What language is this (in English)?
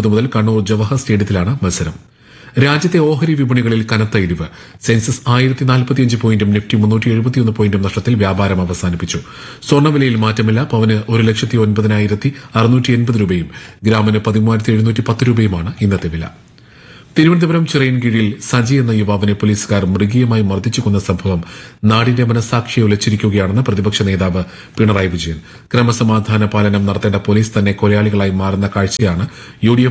Malayalam